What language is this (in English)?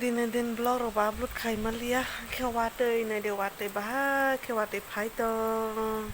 Kok Borok